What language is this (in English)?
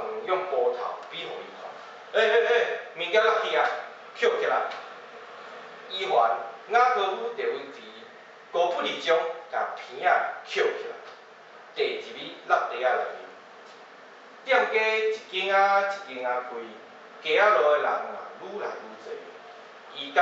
Min Nan Chinese